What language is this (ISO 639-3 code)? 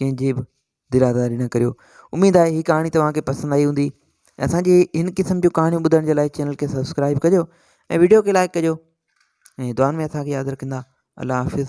snd